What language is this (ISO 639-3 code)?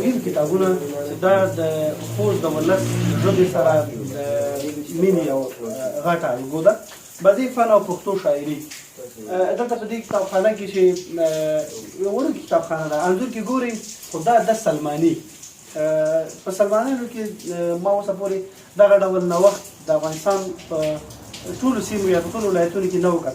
pus